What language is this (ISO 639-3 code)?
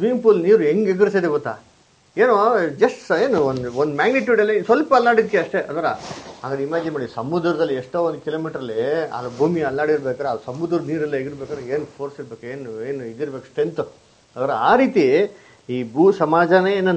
kan